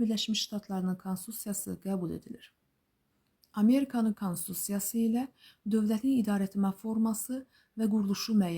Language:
Azerbaijani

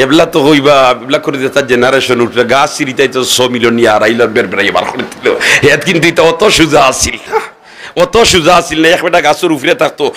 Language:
Sylheti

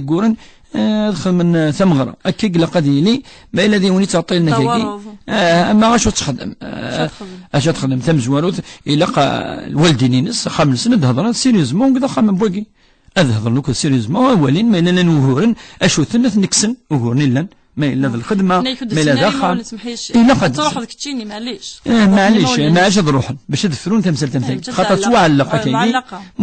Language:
Kabyle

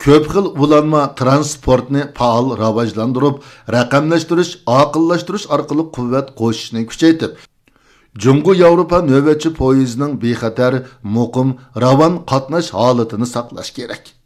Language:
Uyghur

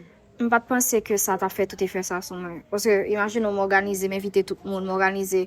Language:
Haitian Creole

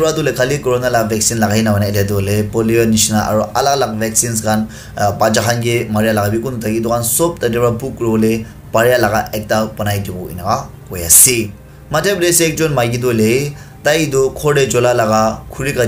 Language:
Naga Pidgin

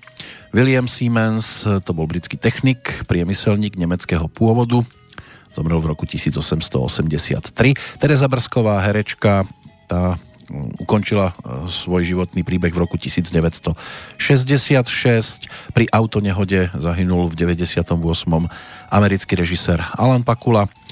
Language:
Slovak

